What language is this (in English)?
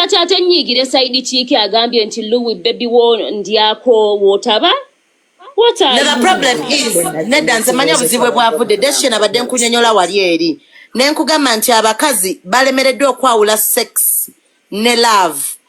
Ganda